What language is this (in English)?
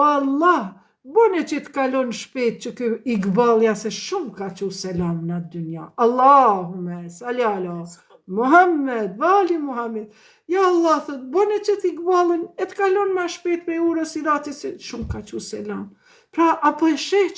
Albanian